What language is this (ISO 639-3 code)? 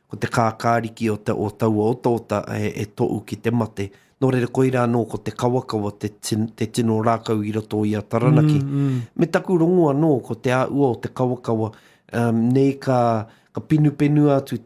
mri